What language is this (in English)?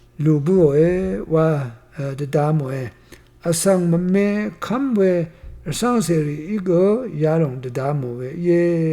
Rawang